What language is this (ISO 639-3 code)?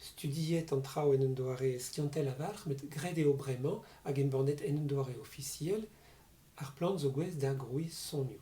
bre